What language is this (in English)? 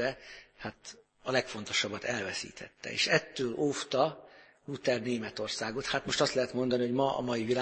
Hungarian